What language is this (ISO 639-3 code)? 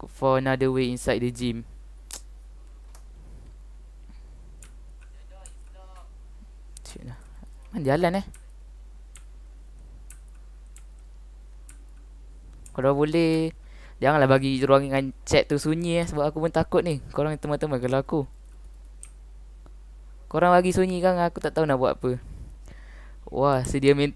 msa